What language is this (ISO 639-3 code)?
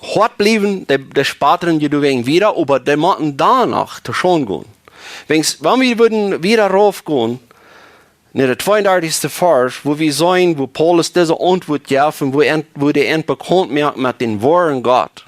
pdt